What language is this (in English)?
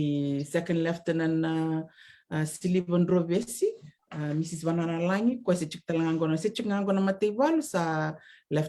Fijian